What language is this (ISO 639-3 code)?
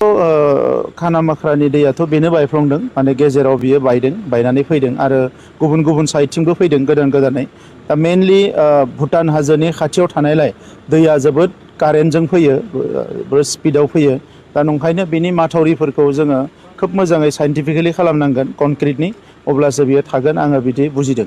brx